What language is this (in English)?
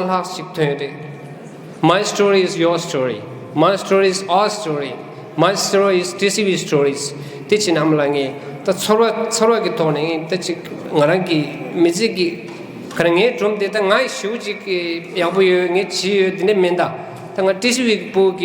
Tibetan